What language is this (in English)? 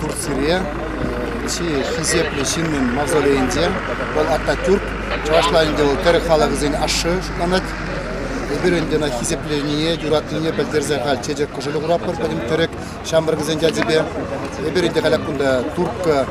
Chuvash